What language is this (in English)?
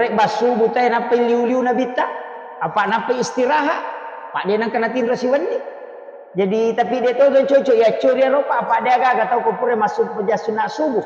Buginese